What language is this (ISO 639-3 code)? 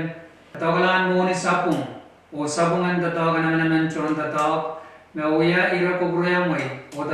pon